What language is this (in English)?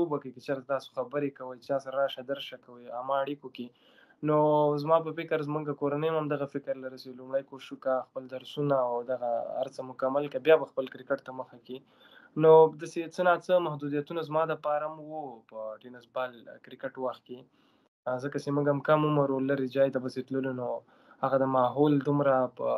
Pashto